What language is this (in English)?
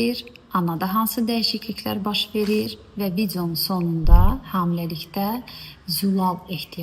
Azerbaijani